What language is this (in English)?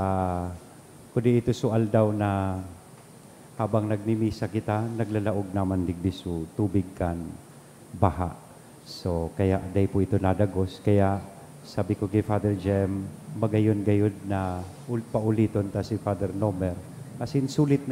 Bikol